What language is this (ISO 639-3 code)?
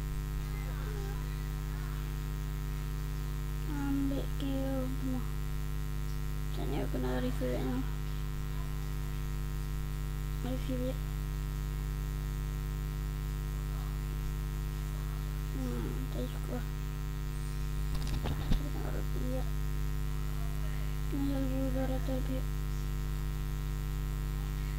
msa